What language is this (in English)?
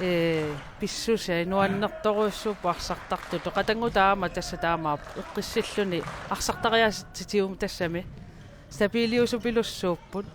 Kalaallisut